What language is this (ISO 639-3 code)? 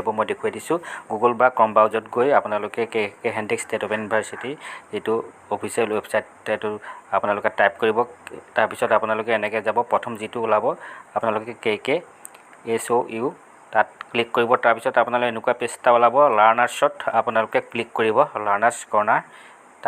asm